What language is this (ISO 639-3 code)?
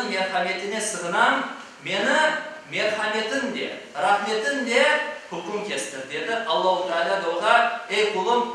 crh